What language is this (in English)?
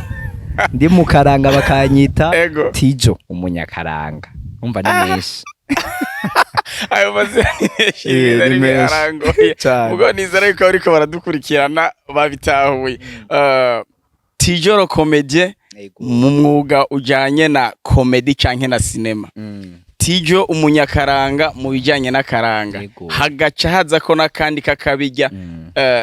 Rundi